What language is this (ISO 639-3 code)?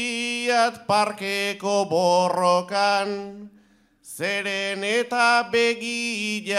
eus